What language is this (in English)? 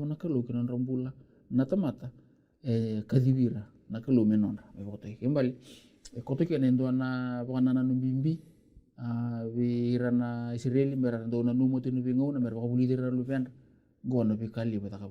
Fijian